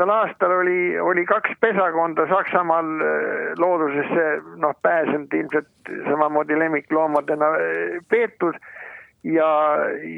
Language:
Estonian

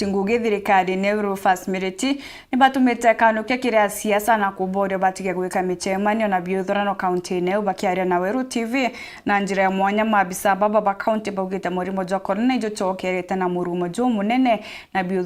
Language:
Meru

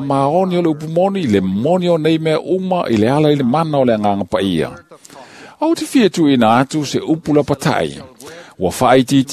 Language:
Samoan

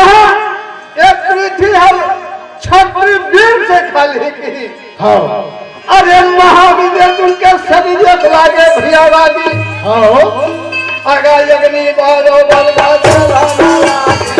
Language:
Chhattisgarhi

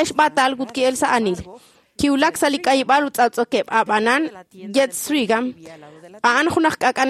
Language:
Kekchí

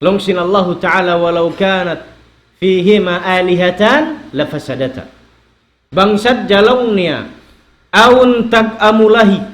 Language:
Tausug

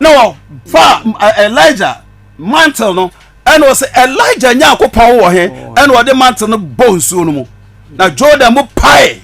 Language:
Akan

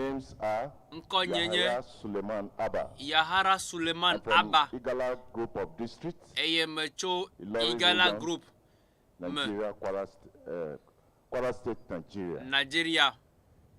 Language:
Ewe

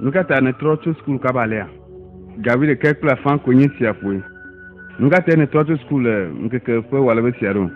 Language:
Ewe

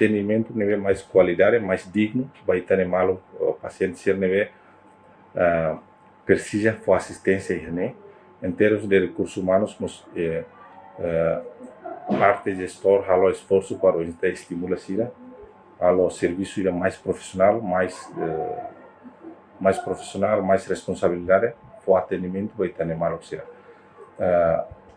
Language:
Tetum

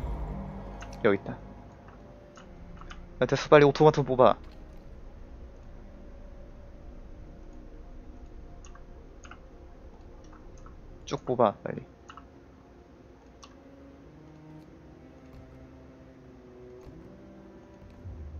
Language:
Korean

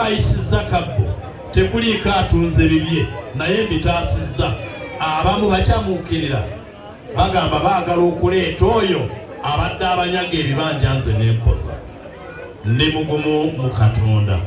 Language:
Ganda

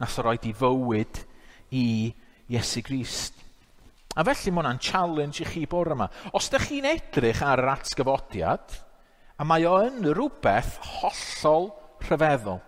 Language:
Welsh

